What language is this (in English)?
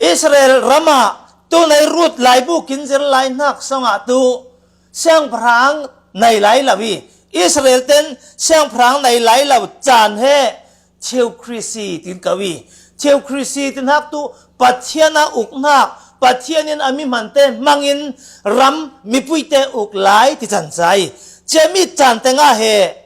Falam Chin